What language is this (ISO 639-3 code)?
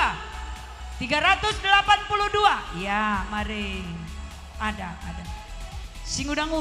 btx